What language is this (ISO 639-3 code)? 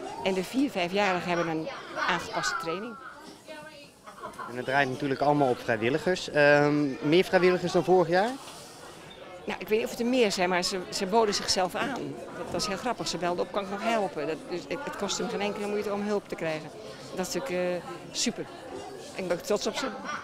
nld